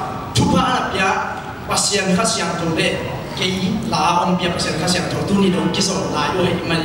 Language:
Tedim Chin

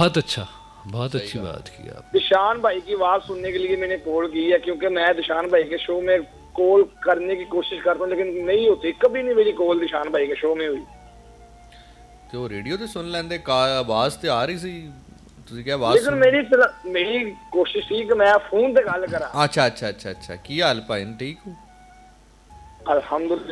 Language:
Urdu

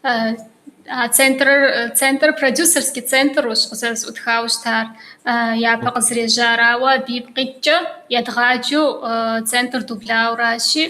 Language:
Kabardian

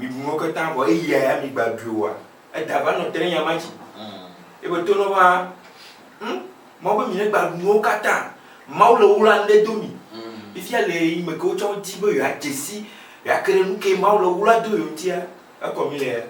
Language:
Ewe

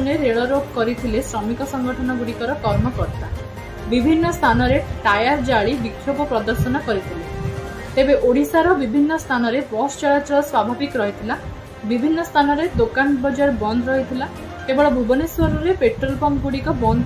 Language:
Odia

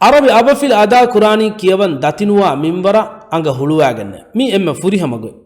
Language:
Divehi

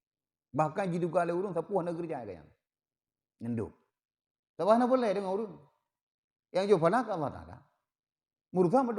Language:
Achinese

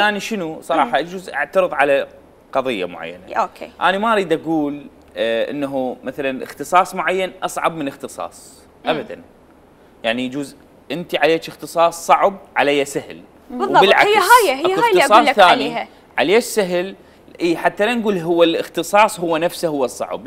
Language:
Mesopotamian Arabic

